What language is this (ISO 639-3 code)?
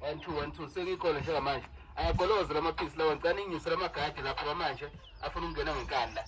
zul